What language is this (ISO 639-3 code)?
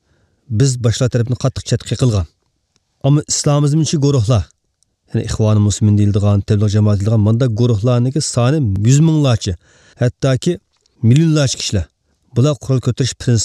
uig